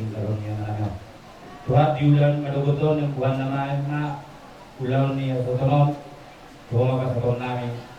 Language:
Batak Toba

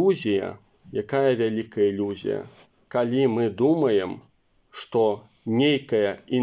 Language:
Belarusian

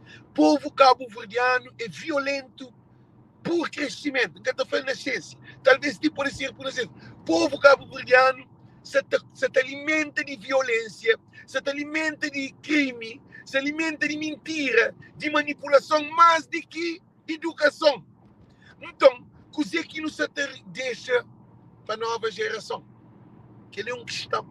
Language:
Kabuverdianu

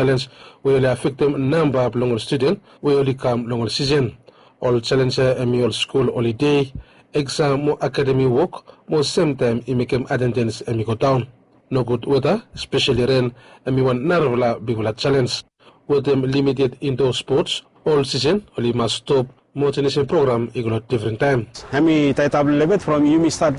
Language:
Bislama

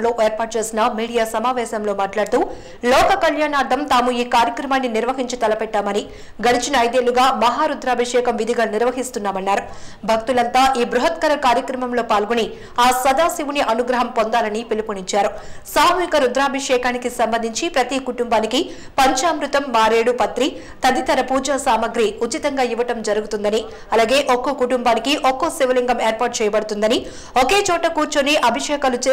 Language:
Telugu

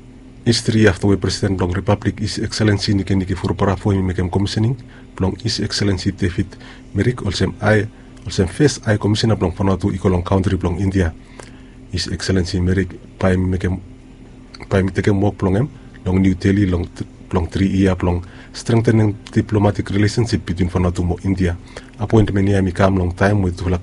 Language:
Bislama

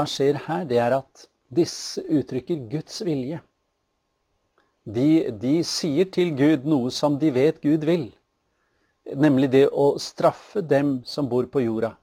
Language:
Norwegian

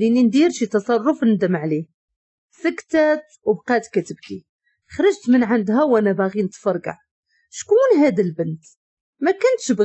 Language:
Moroccan Arabic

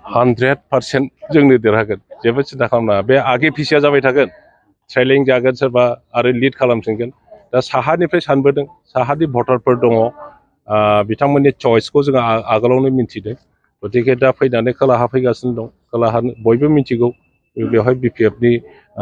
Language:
Bodo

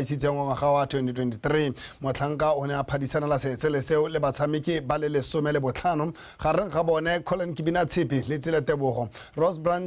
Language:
Tswana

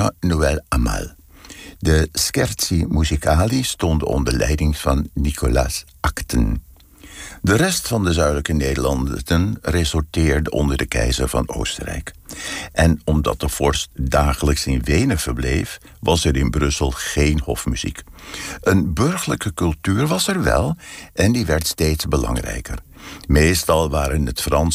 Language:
Dutch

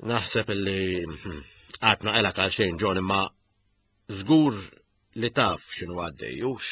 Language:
Maltese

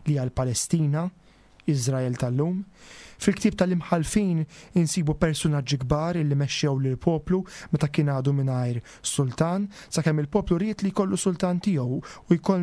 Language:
Maltese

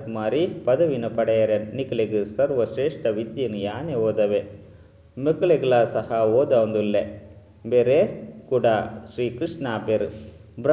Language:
Tulu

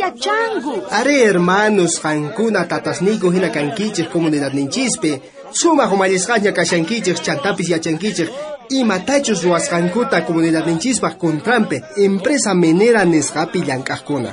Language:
South Bolivian Quechua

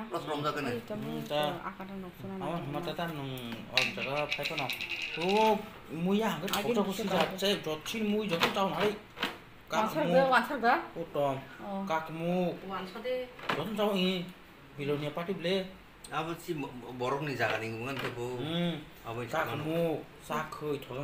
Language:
Kok Borok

